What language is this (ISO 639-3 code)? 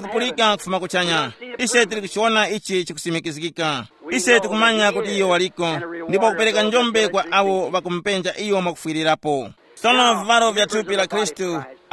tum